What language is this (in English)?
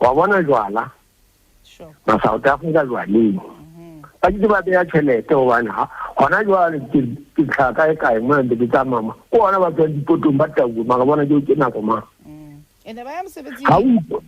Southern Sotho